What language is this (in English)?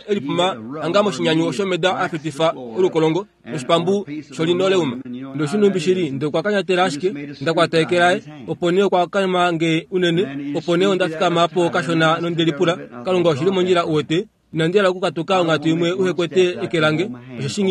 Kuanyama